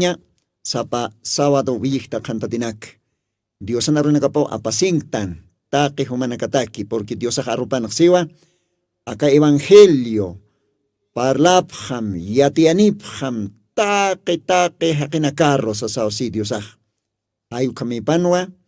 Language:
Aymara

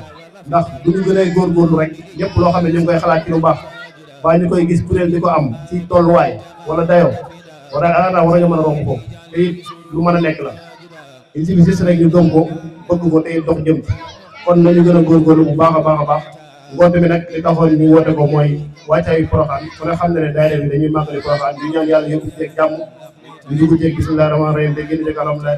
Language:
Wolof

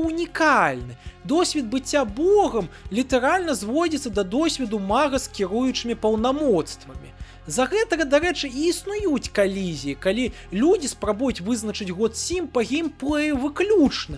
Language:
Belarusian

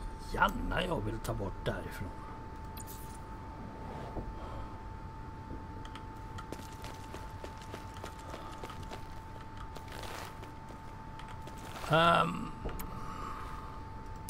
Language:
Swedish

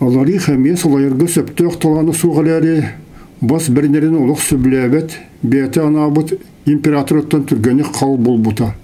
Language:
Yakut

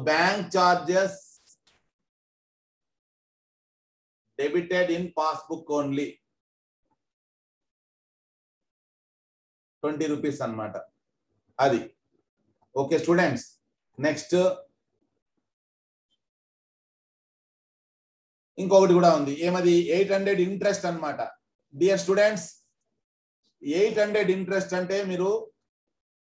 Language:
Telugu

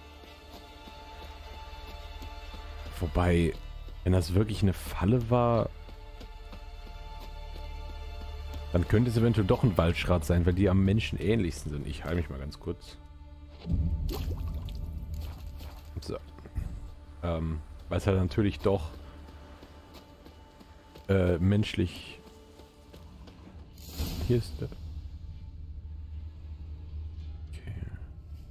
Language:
German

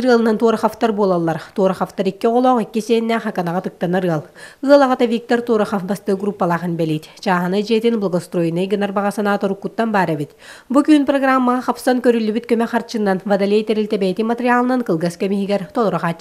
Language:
Yakut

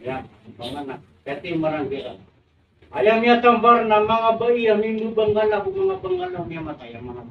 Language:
Maranao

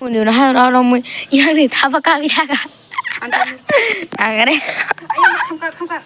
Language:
Kok Borok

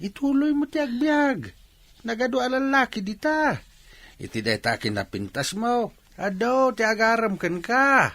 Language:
Iloko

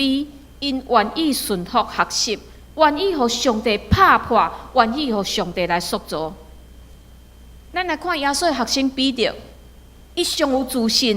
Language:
Min Nan Chinese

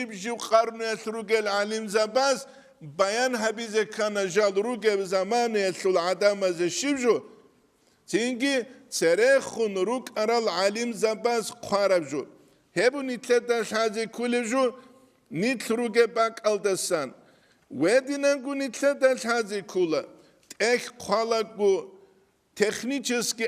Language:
Avaric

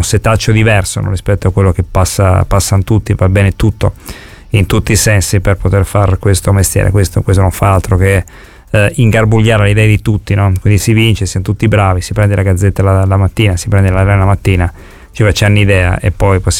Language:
Italian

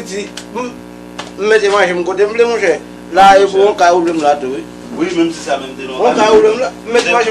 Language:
Haitian Creole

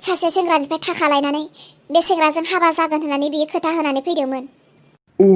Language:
Bodo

